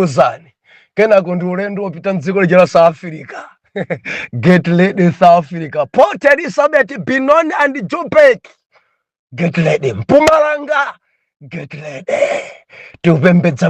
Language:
Nyanja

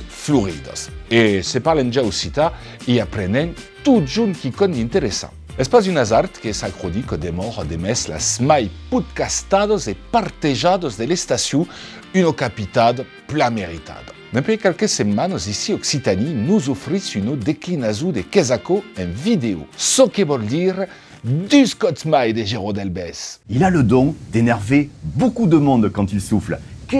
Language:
Occitan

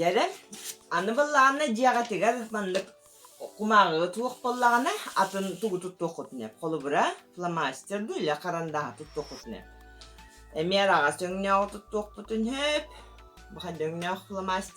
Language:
Yakut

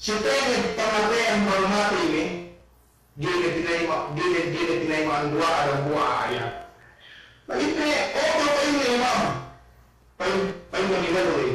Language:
Yakan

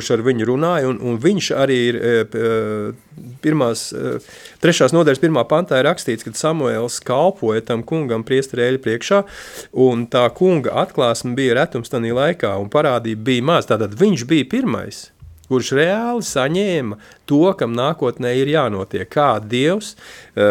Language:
Latvian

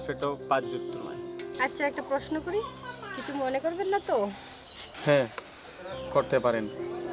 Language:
Sylheti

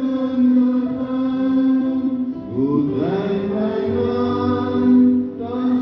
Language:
Central Mnong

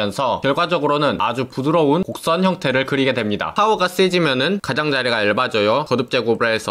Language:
Korean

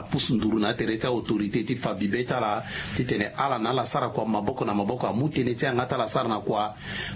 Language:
Sango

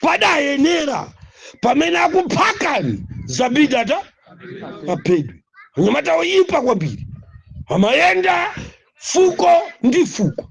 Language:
Nyanja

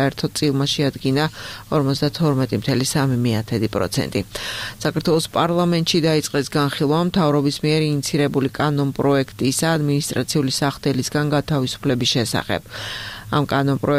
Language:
Georgian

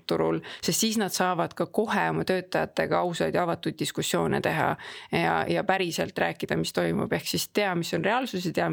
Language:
Estonian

